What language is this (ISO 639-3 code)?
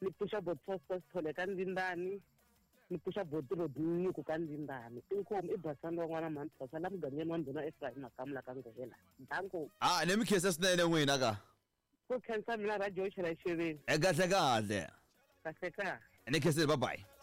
tso